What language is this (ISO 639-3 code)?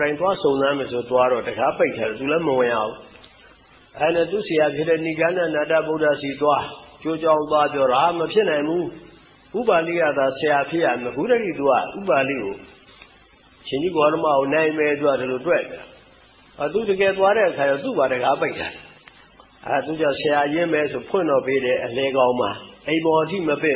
mya